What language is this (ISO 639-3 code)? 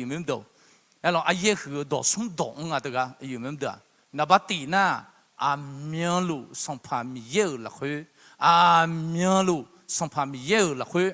ahk